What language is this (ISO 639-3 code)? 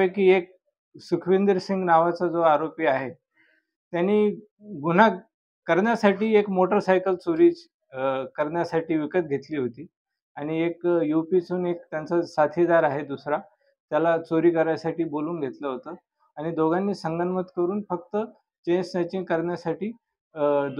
mar